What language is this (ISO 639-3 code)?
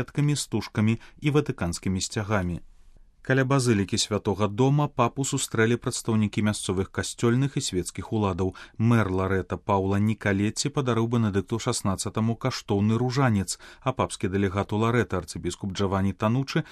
bel